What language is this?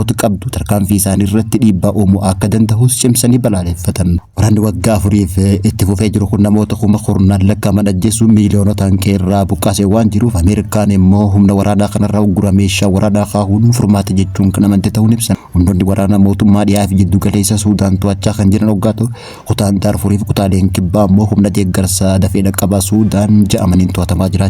Oromo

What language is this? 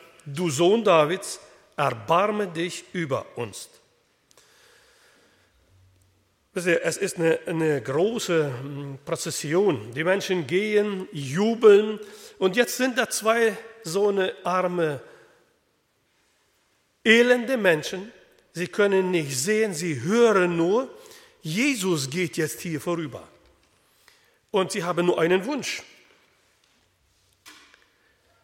German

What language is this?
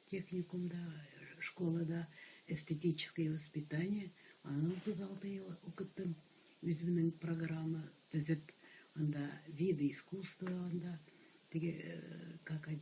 Tatar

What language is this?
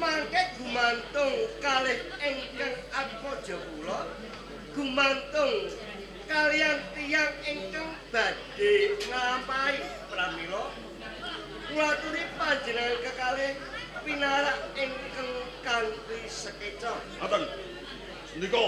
Javanese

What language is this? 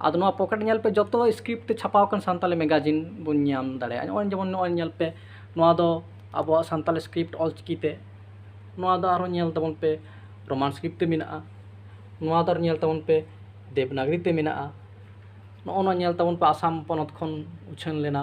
Santali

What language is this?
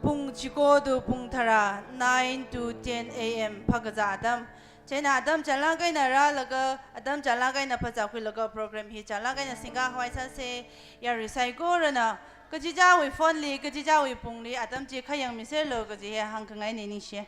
Tangkhul Naga (India)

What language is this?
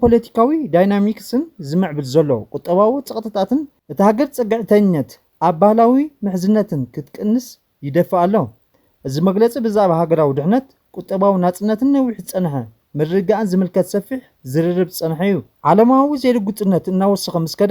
Tigrinya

